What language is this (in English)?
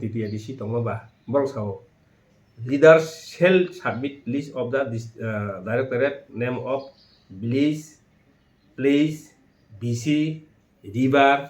Kok Borok